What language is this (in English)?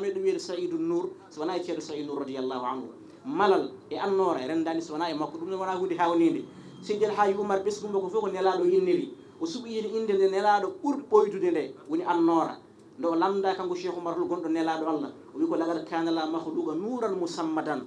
Fula